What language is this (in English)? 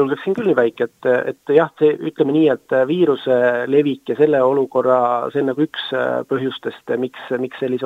Estonian